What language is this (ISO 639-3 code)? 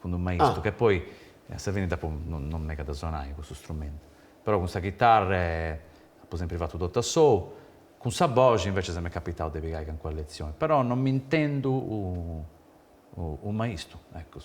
srd